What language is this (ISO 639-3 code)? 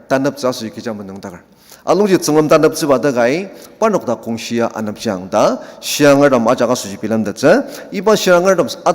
njo